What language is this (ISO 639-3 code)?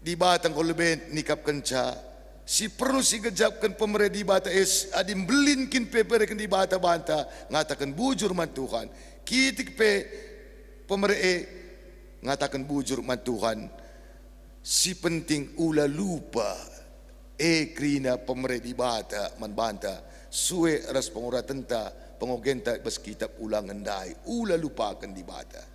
btx